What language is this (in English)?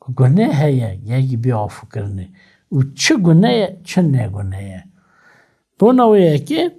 Kurdish